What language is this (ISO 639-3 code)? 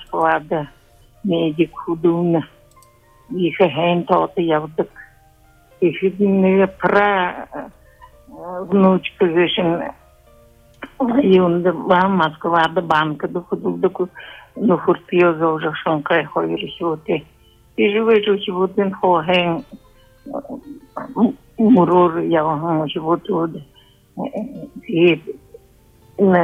bua